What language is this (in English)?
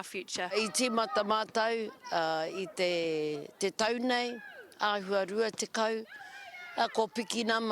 Māori